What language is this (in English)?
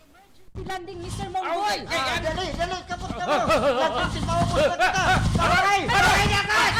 Waray